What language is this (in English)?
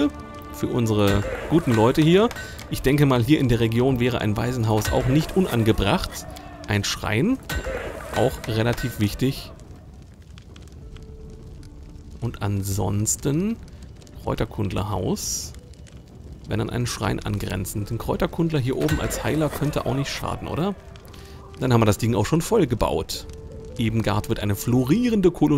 German